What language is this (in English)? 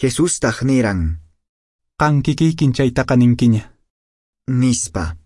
Quechua